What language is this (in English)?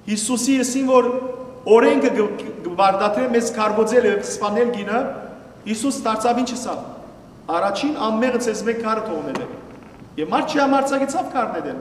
Western Armenian